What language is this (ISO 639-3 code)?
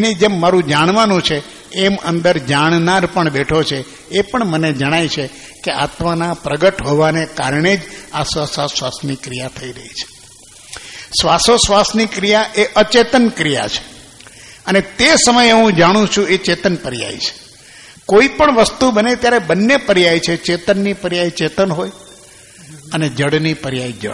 guj